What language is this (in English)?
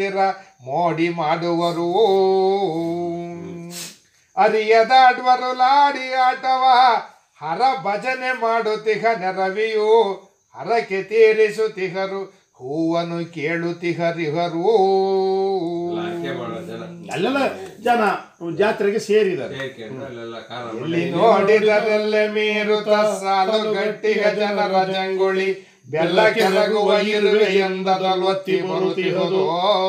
Kannada